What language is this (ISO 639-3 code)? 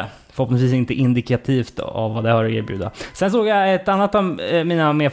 swe